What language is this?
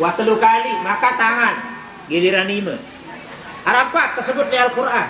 Sasak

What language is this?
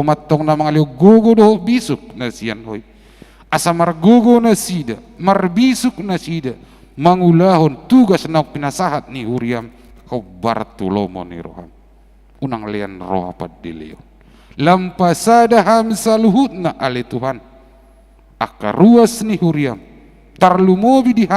Batak Toba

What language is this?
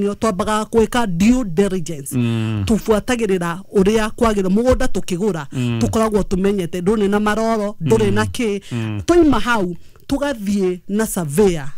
Kikuyu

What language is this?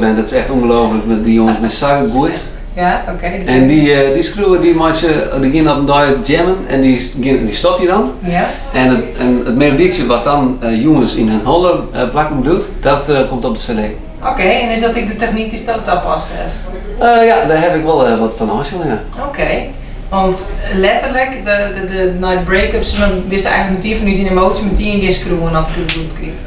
Western Frisian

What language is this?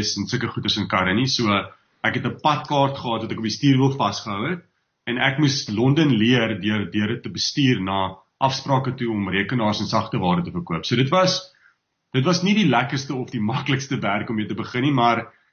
Afrikaans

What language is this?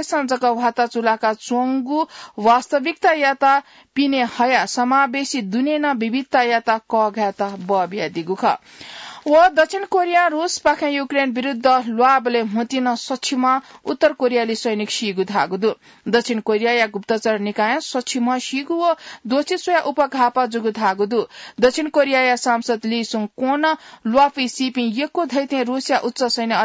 Newari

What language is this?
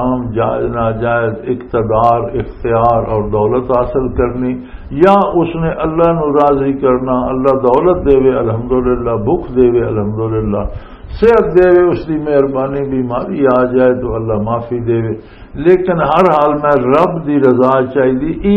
Western Panjabi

